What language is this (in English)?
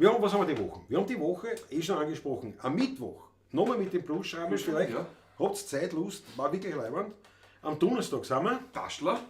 Bavarian